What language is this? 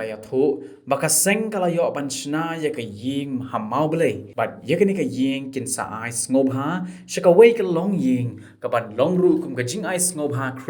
Khasi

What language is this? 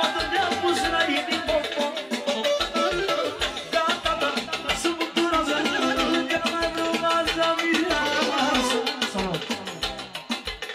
Romanian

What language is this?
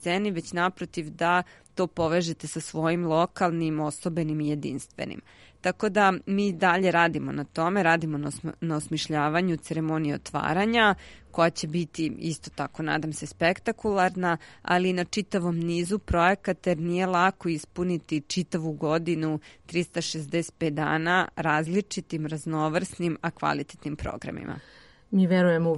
Serbian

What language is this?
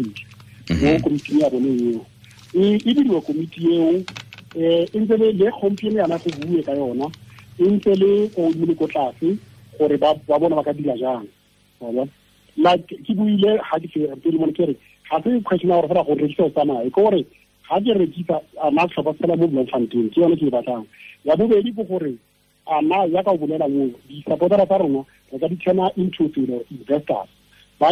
Tswana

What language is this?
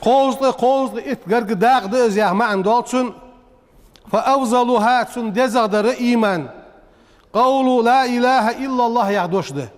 Ingush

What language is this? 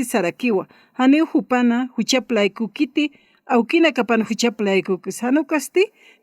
Aymara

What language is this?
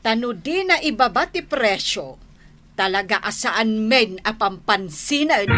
Iloko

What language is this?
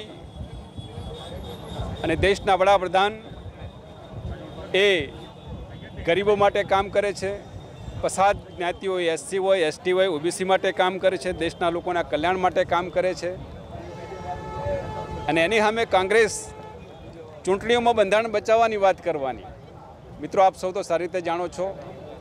Gujarati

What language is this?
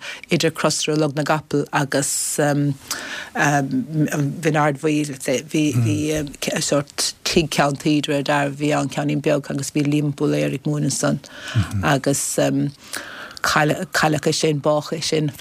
Irish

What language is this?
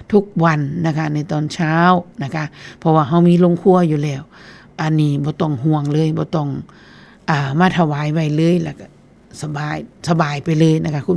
Northeastern Thai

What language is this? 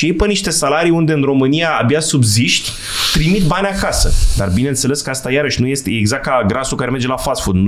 Romanian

